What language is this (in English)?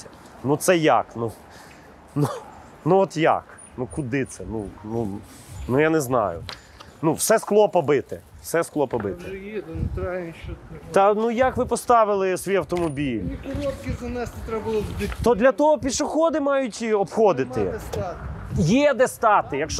Ukrainian